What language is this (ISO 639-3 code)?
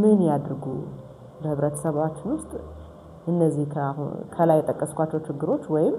amh